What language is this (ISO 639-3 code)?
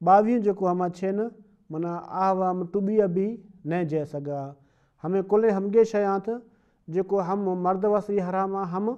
snd